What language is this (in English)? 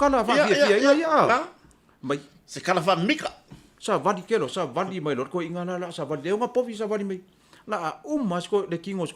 Samoan